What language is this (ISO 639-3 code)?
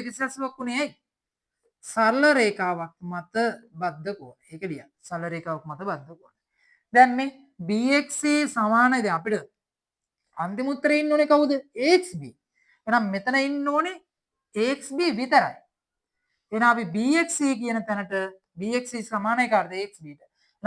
sin